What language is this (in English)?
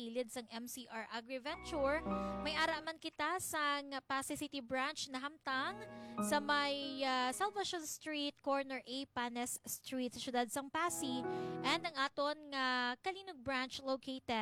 Hiligaynon